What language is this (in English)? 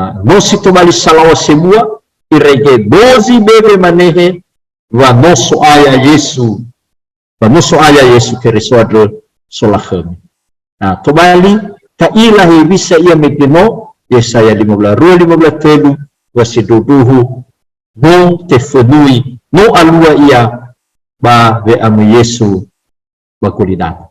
Nias